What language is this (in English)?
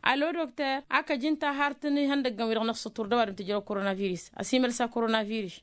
Tamasheq